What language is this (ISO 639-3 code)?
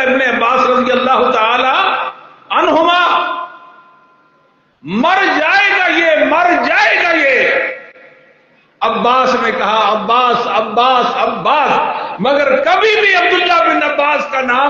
urd